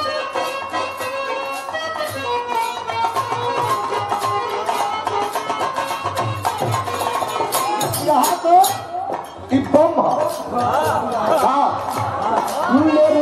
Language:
Bhojpuri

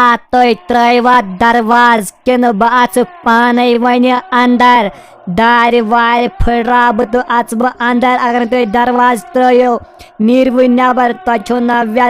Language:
Kashmiri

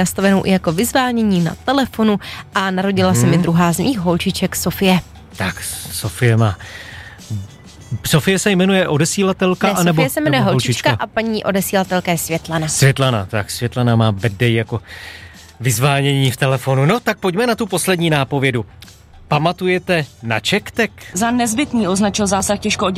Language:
Czech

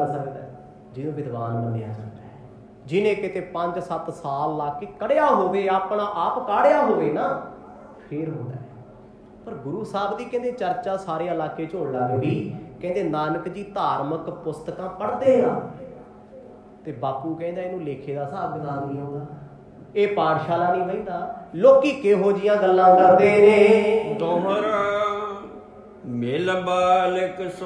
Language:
Punjabi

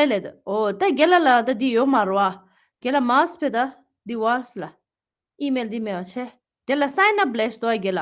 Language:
Tibetan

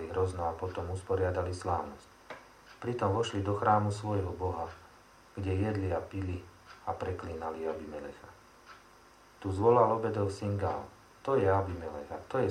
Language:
Slovak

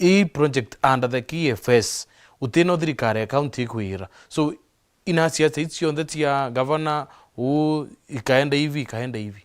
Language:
Meru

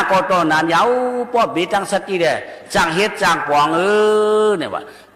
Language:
Shan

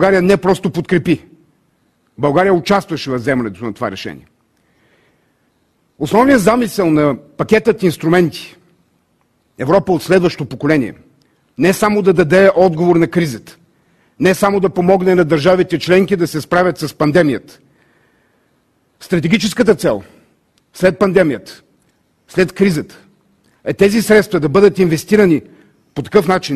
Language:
Bulgarian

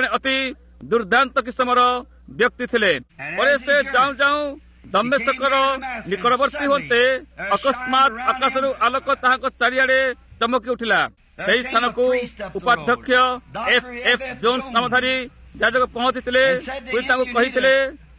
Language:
Odia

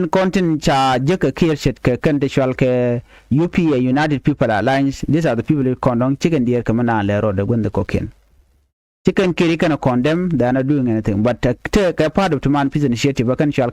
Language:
Nuer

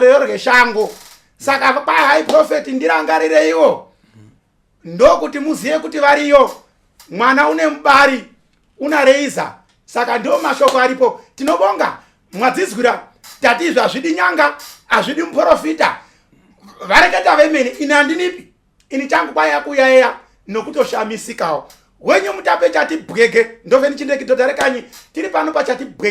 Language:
Shona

